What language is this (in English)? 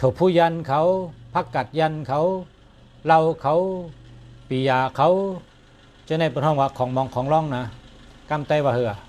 Shan